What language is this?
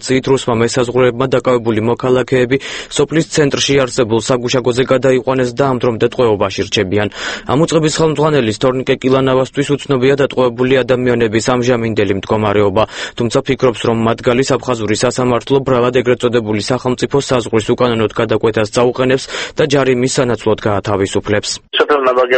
Georgian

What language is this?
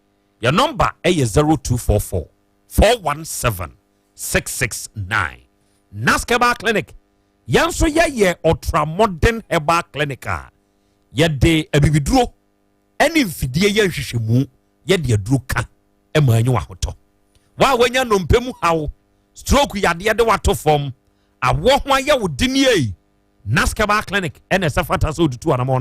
Akan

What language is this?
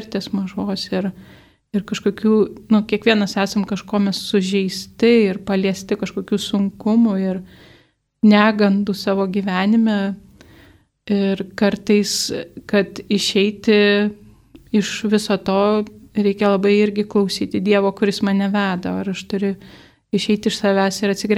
Lithuanian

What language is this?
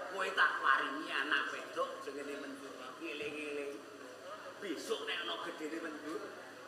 Javanese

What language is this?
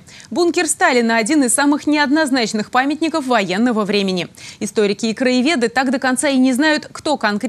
Russian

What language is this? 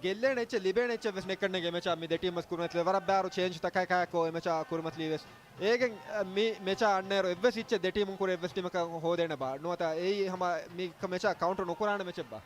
Divehi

